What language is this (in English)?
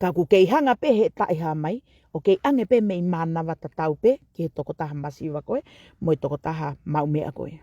Tongan